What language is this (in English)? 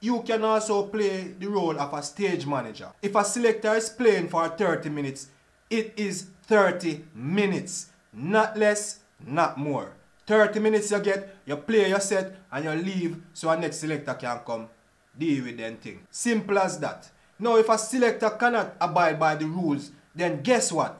Jamaican Creole English